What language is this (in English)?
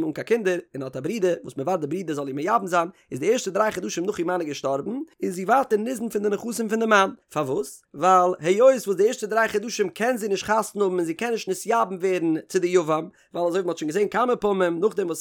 Yiddish